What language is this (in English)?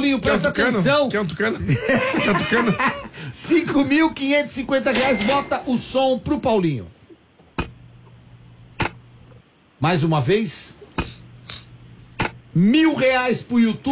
Portuguese